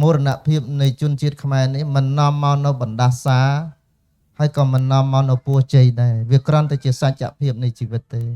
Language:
Khmer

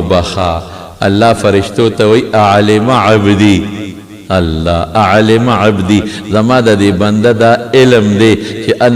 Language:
Pashto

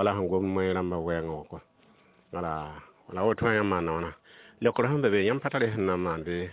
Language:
Mossi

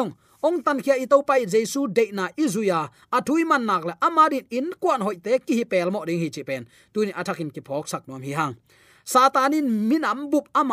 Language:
Tedim Chin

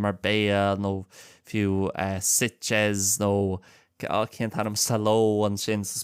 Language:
Irish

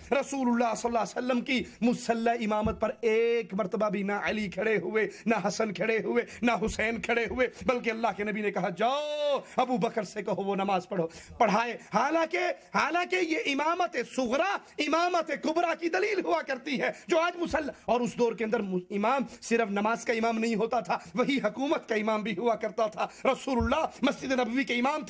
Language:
Urdu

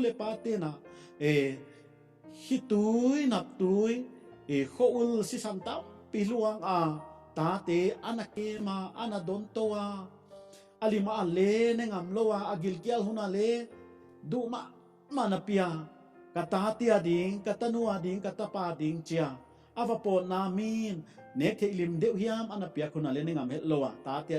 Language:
Paite Chin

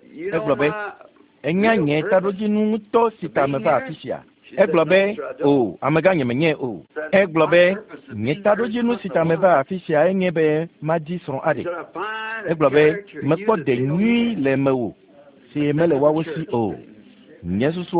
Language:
Ewe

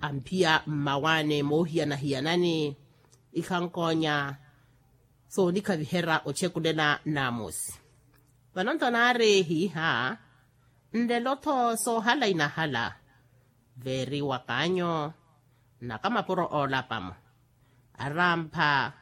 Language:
Makhuwa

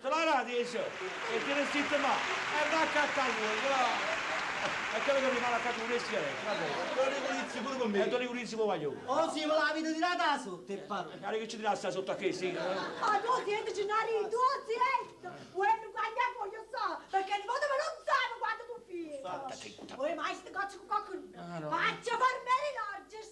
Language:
Neapolitan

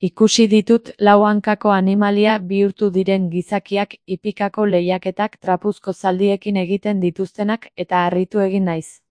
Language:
Basque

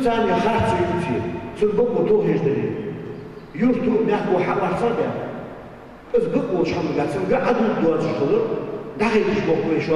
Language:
Ingush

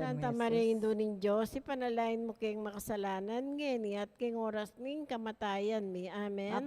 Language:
Pampanga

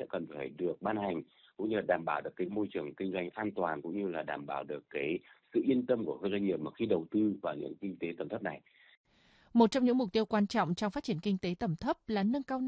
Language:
Vietnamese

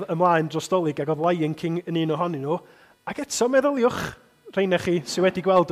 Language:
Welsh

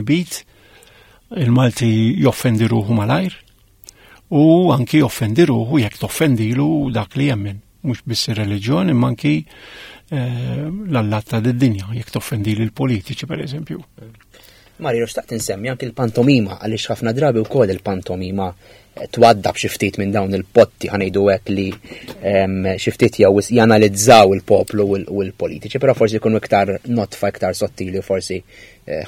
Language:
Maltese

